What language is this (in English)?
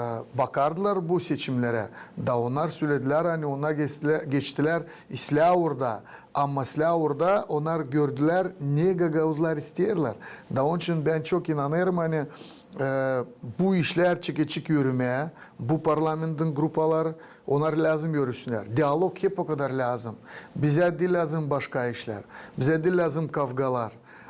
Gagauz